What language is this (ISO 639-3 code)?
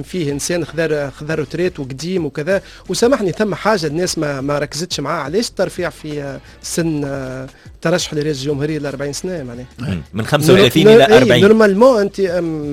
aeb